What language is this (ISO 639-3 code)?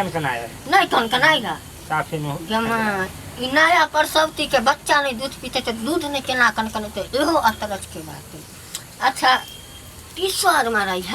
mai